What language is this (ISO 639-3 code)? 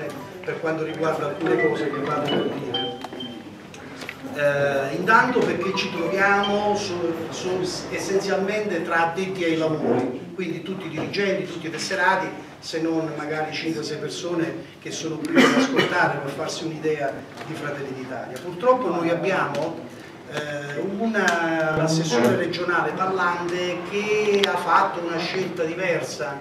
ita